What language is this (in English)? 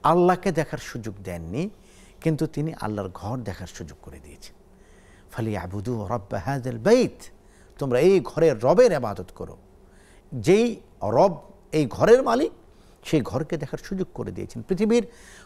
Bangla